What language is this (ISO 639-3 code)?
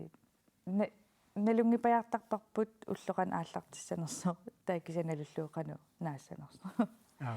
kal